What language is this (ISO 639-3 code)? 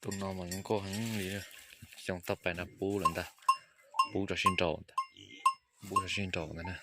hmn